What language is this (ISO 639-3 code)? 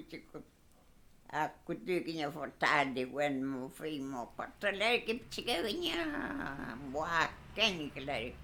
arn